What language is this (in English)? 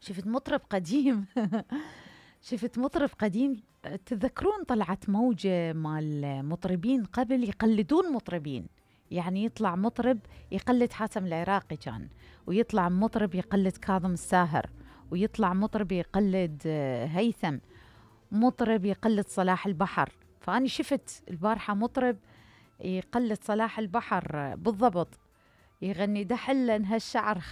Mesopotamian Arabic